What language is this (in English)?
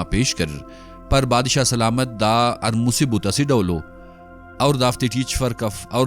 Brahui